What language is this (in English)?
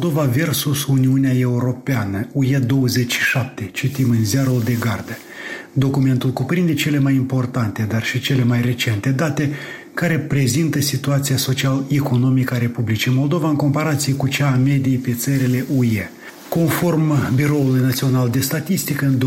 Romanian